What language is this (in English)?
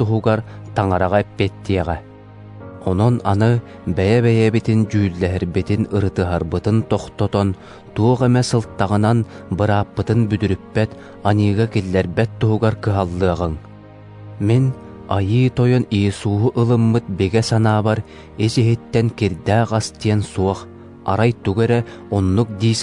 Yakut